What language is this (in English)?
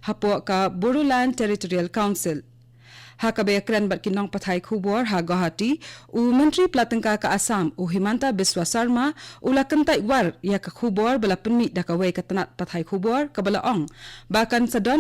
Khasi